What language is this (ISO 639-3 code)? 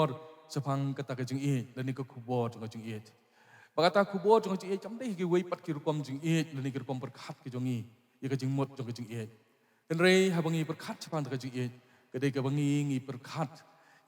kha